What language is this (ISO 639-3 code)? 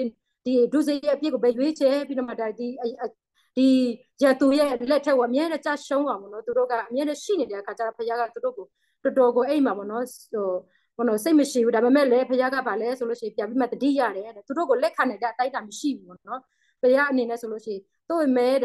mya